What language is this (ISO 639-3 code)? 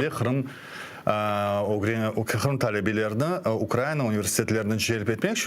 crh